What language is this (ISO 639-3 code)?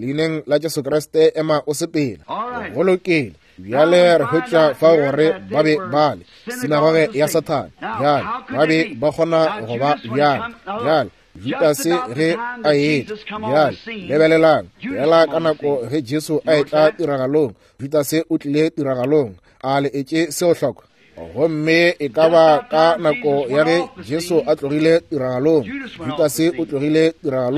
nso